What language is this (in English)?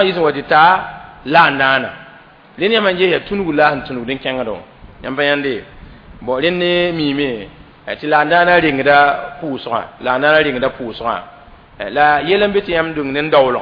Mossi